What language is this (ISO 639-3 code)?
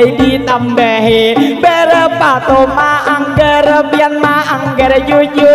bjn